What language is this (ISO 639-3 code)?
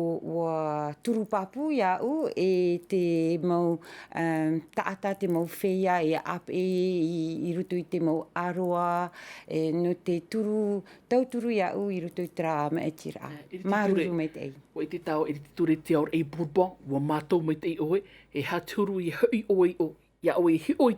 tah